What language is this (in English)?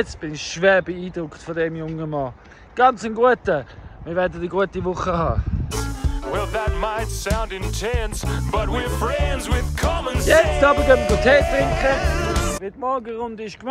Swiss German